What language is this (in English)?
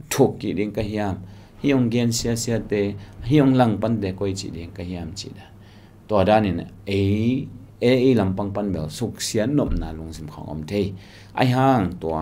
Tedim Chin